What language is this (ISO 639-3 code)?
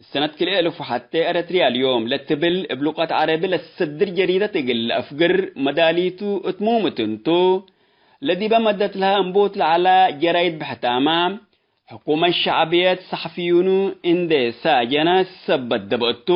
tig